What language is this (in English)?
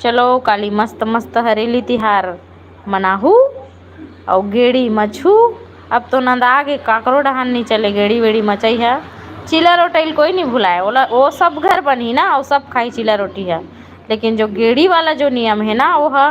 Chhattisgarhi